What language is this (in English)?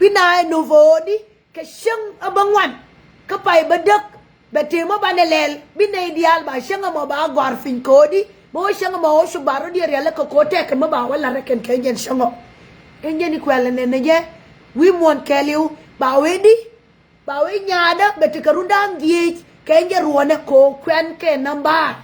Nuer